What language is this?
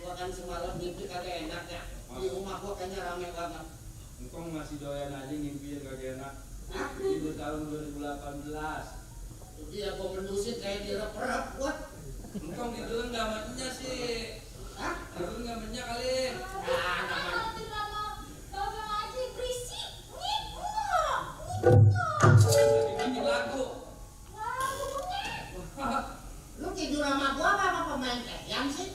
Betawi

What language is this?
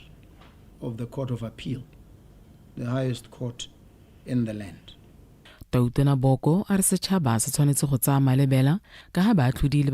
Tswana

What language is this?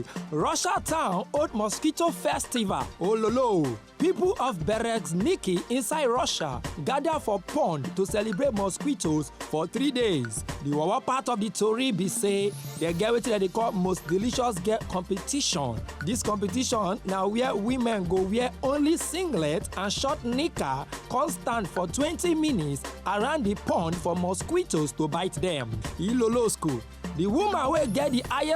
Nigerian Pidgin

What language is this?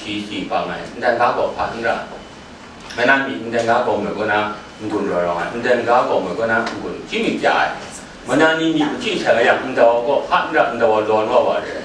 Kachin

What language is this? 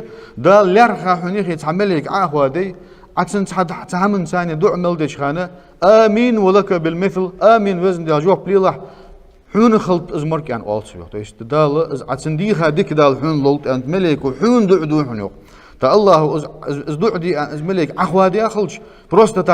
Ingush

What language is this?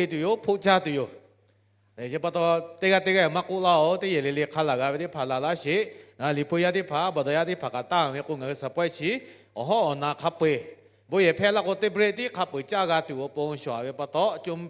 Lahu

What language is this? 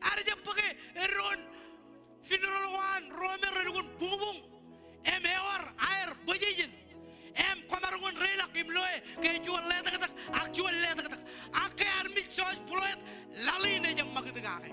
Marshallese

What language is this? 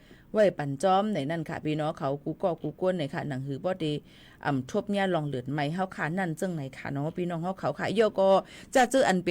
Shan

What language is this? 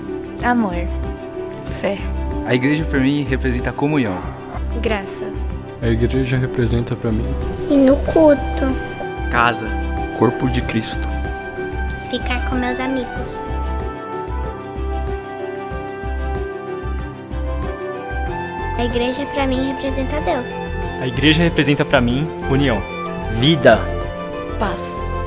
Portuguese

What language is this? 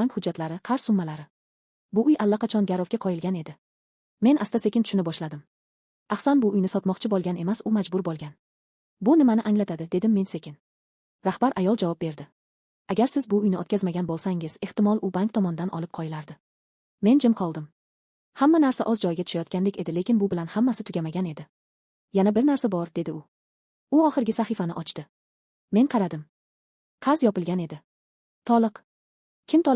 Uzbek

